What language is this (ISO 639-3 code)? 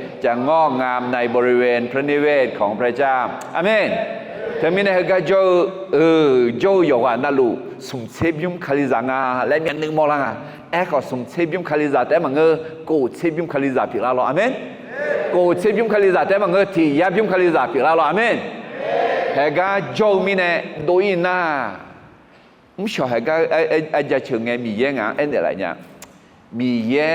ahk